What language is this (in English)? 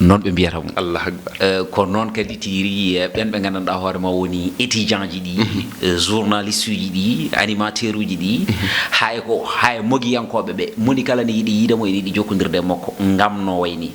Fula